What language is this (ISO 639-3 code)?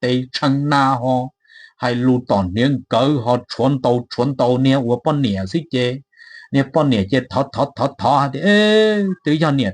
hmn